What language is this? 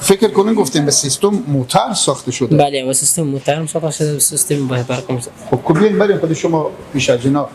Persian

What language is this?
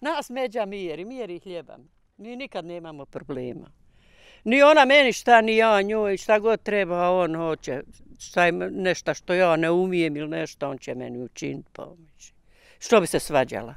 Bosnian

